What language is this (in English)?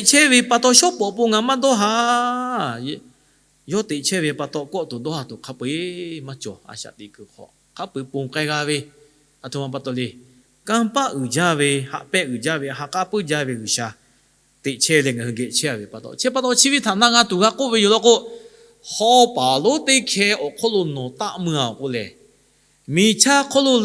Lahu